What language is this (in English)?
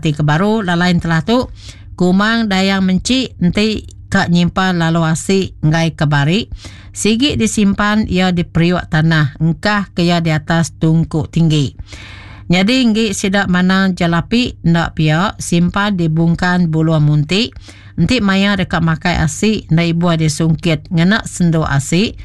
Iban